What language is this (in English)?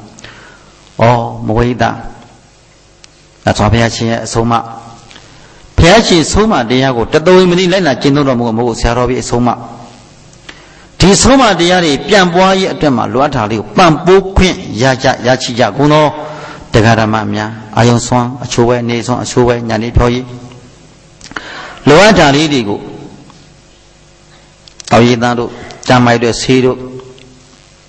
Burmese